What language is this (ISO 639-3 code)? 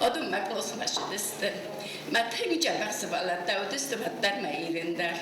oss